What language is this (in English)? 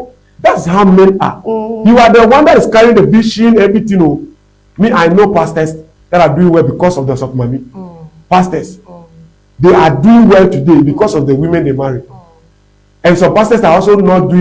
Ewe